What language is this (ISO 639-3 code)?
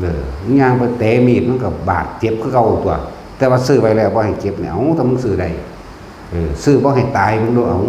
tts